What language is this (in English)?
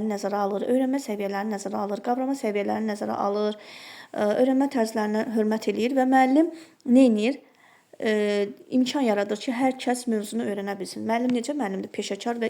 Azerbaijani